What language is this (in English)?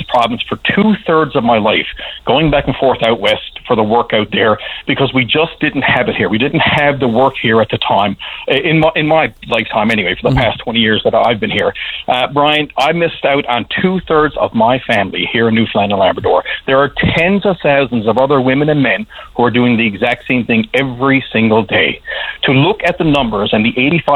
English